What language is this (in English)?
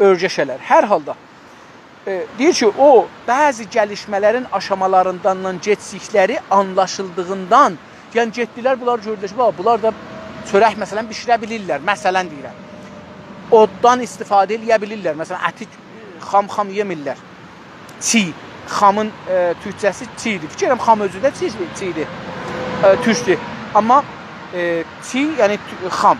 South Azerbaijani